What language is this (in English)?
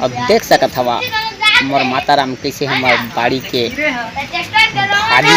Chhattisgarhi